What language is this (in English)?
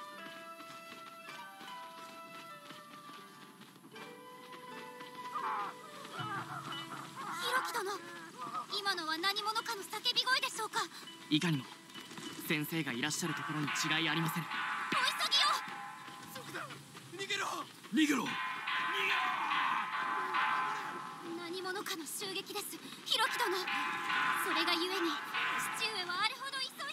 Japanese